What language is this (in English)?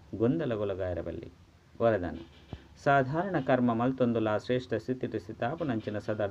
Tulu